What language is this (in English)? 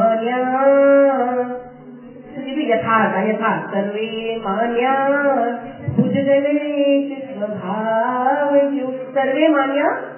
Gujarati